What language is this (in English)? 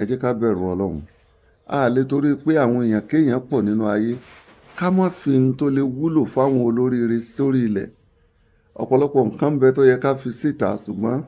Yoruba